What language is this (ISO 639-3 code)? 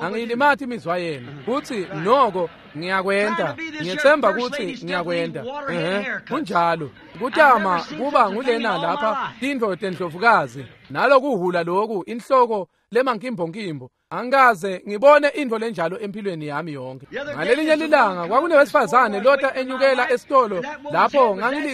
ssw